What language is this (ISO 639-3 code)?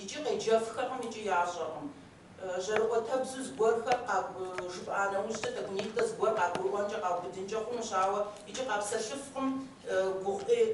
kbd